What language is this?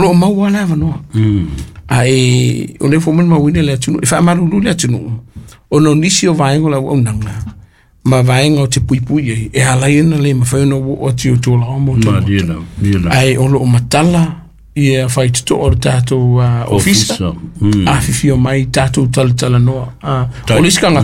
Samoan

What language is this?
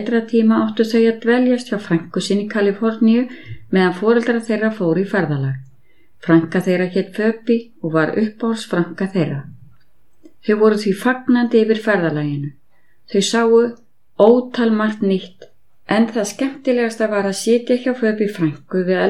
Icelandic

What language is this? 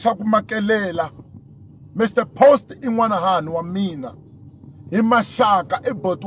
Tsonga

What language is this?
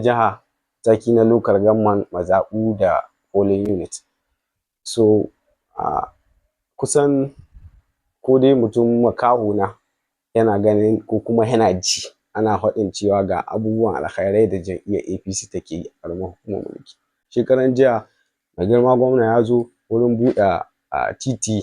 Hausa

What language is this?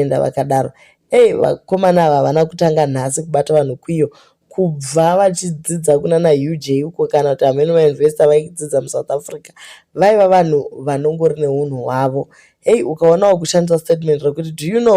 Shona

